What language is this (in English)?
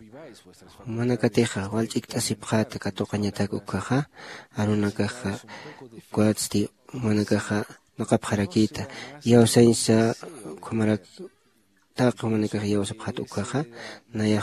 Aymara